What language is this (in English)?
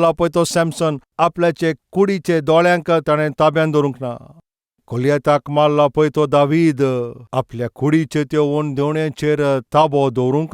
Konkani